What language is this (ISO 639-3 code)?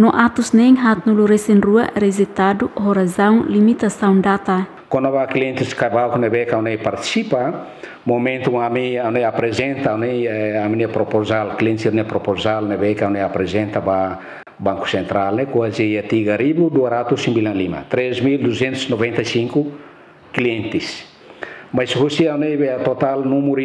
tet